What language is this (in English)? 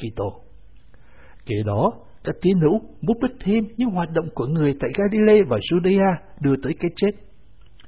Vietnamese